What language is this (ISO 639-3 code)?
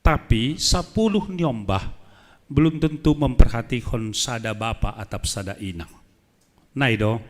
bts